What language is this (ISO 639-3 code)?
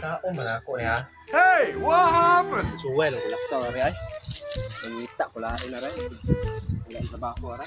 ceb